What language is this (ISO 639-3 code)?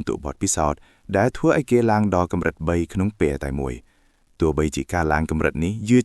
khm